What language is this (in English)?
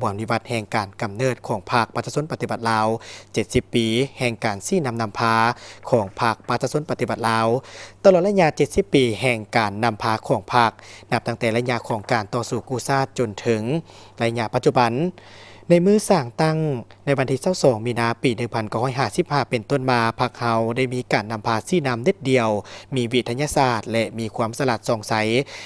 Lao